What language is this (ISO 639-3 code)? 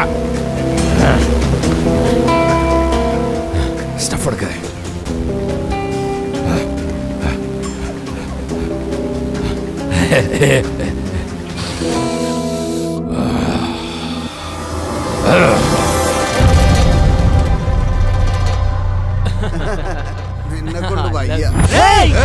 mal